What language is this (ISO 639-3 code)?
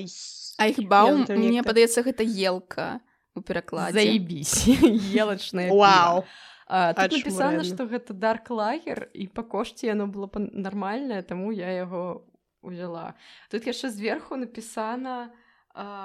bel